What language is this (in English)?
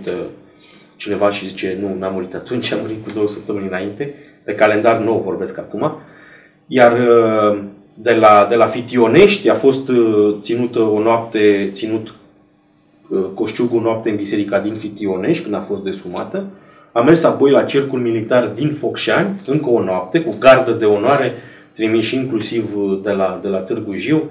Romanian